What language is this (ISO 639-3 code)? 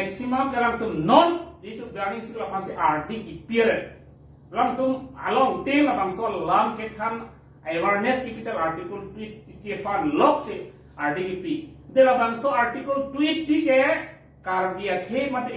mjw